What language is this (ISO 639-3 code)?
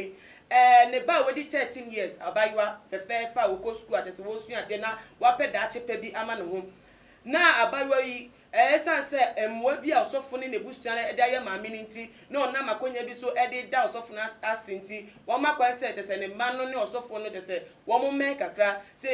aka